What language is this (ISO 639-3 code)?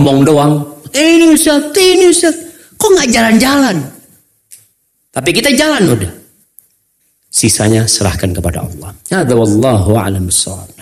ind